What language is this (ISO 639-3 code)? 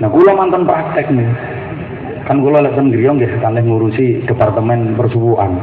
jav